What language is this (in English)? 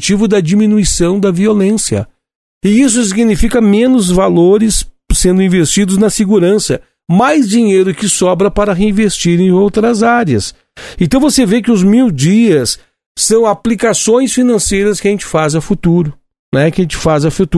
Portuguese